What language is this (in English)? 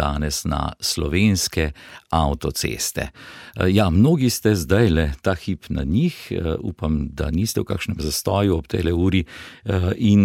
Slovenian